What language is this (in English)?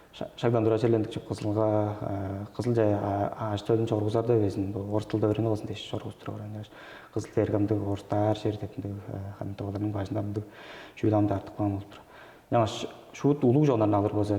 Tuvinian